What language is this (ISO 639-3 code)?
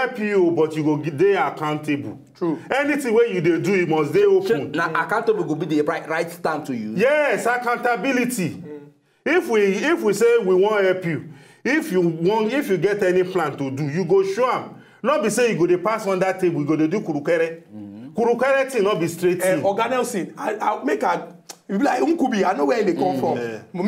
pcm